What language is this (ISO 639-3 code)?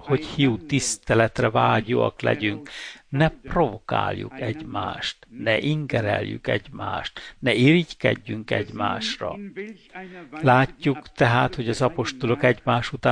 hun